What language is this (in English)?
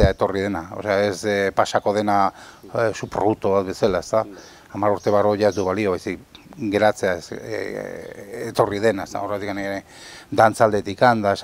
Basque